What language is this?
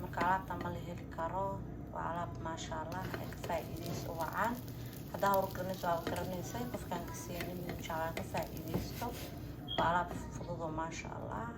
Somali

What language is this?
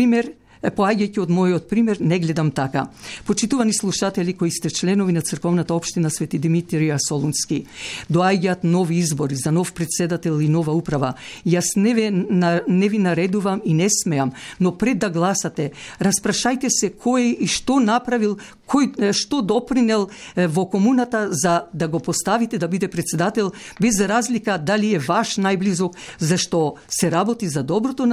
Macedonian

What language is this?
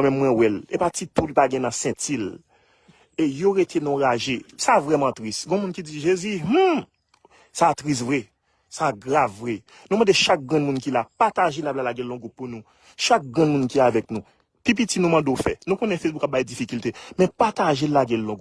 Haitian Creole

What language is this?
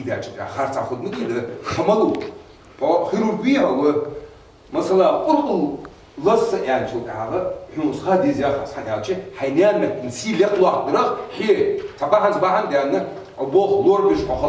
Ingush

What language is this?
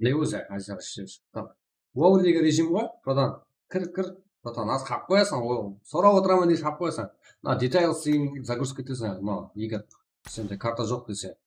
Kara-Kalpak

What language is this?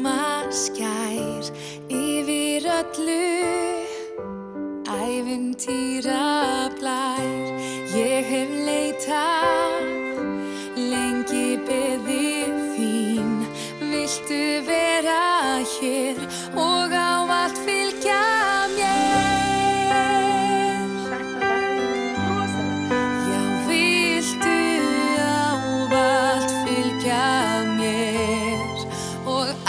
Icelandic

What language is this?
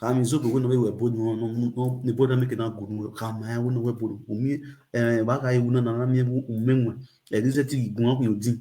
Nigerian Pidgin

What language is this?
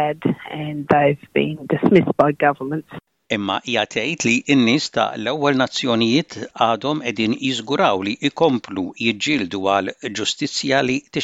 Maltese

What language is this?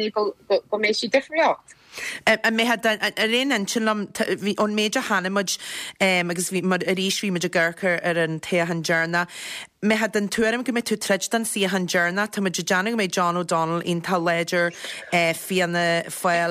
Irish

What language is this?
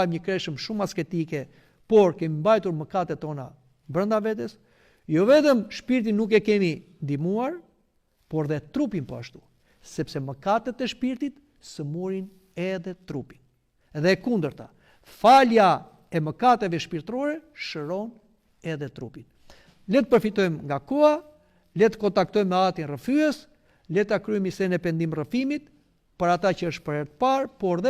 Albanian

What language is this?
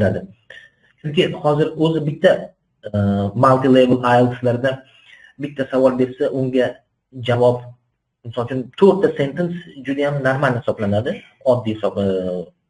Uzbek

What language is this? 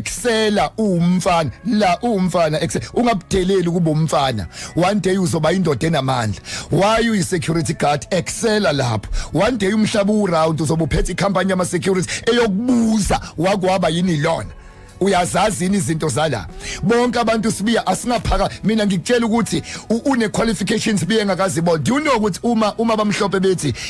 Zulu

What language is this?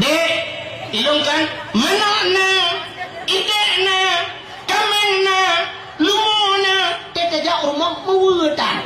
Achinese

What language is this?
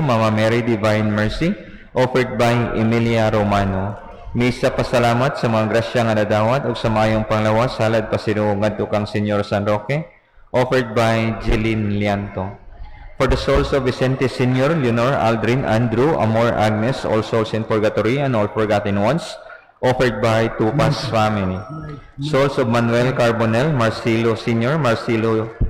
Cebuano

